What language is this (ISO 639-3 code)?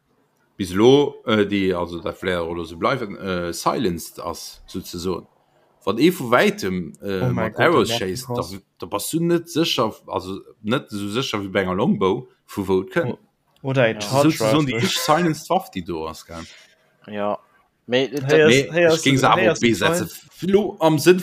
ltz